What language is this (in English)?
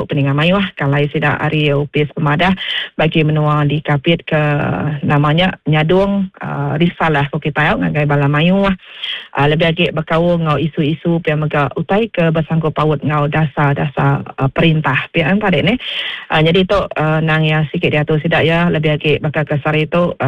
Iban